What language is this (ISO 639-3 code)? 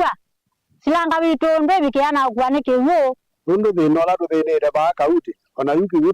kam